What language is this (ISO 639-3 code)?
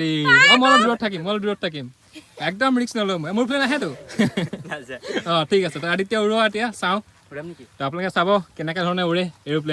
asm